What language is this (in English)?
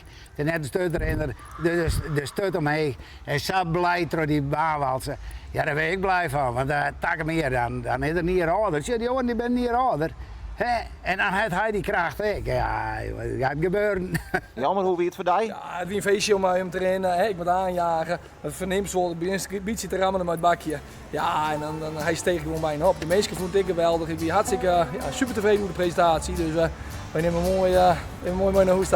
Western Frisian